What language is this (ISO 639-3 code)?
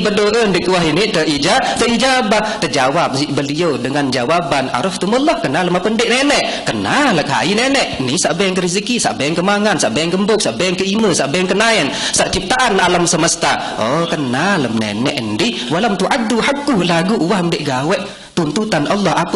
sas